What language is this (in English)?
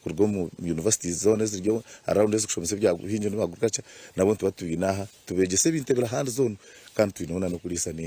Nyankole